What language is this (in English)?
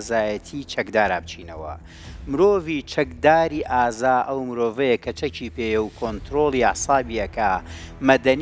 Central Kurdish